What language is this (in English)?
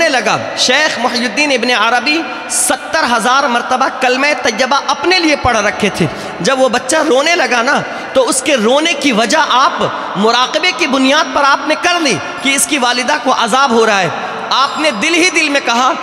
Urdu